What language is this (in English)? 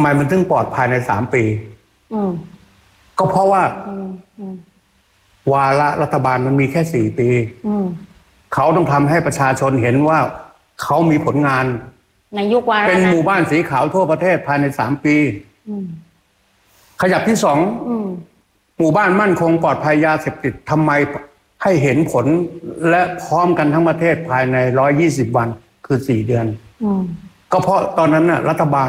Thai